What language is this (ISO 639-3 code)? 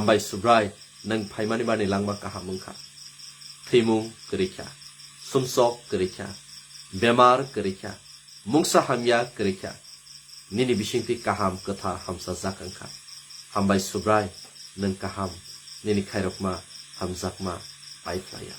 trp